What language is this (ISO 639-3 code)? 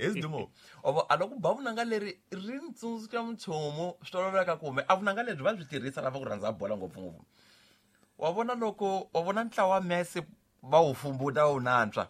tso